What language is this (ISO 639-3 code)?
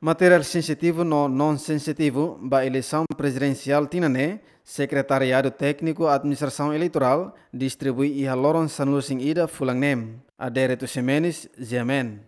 tet